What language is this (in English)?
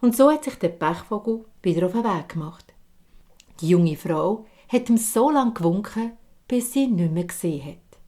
Swiss German